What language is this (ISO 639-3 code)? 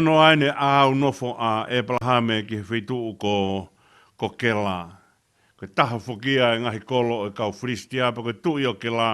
ton